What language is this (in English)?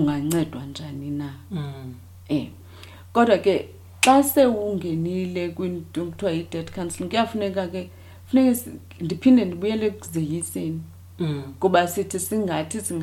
Xhosa